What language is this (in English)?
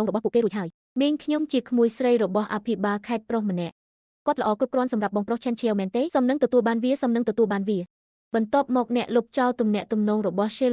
Khmer